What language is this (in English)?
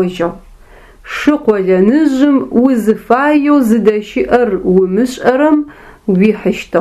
Adyghe